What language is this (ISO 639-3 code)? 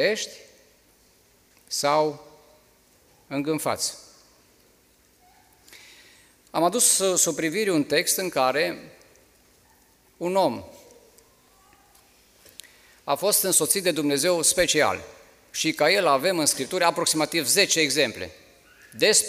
ron